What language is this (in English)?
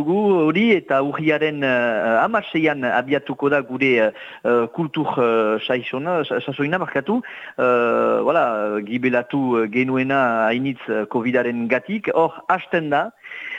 Basque